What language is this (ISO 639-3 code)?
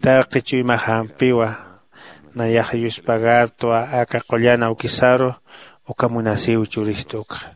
aym